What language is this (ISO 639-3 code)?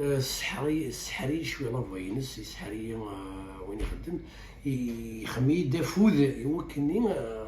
kab